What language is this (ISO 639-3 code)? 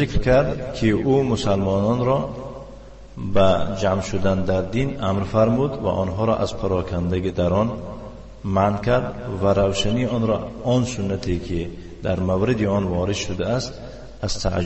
tgk